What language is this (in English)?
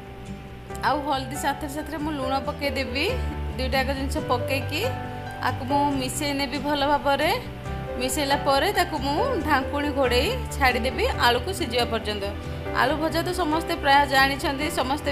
Odia